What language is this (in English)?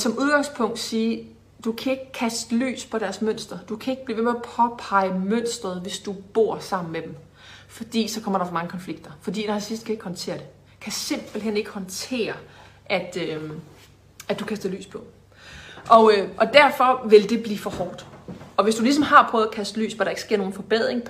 Danish